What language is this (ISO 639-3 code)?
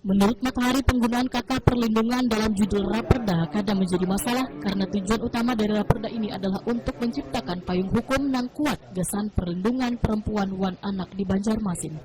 bjn